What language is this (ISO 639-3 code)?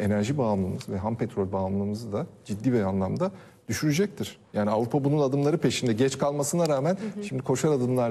tur